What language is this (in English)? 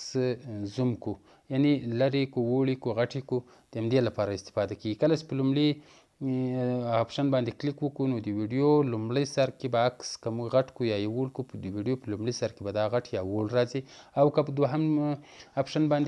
Pashto